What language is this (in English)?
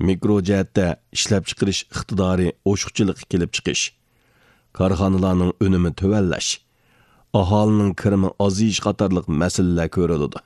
Uyghur